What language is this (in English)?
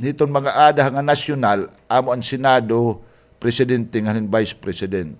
Waray